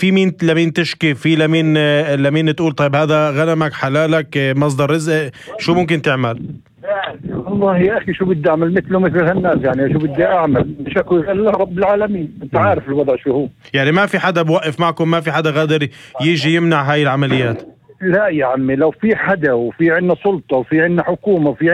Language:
North Levantine Arabic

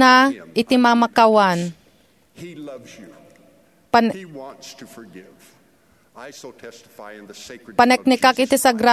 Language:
Iloko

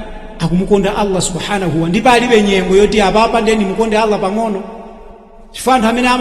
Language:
Nyanja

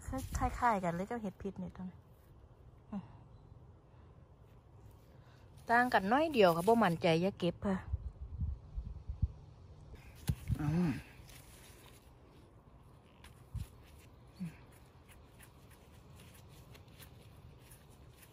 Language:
Thai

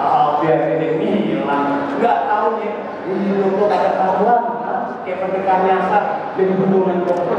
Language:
Betawi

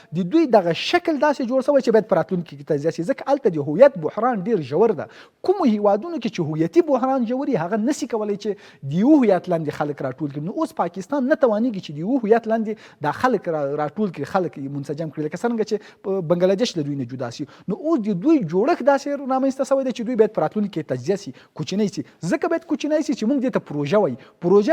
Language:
Pashto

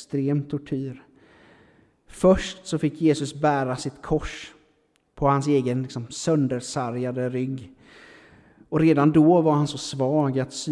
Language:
Swedish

